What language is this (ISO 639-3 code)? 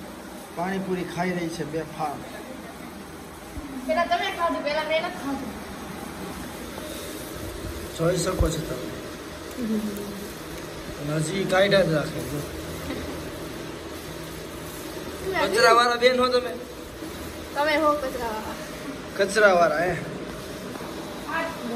guj